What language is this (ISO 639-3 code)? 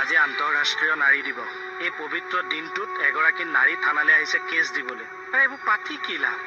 asm